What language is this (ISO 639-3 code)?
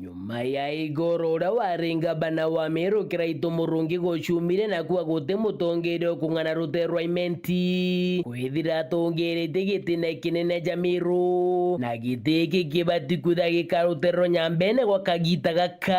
mer